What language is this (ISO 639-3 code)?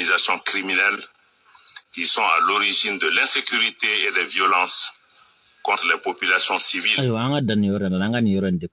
bam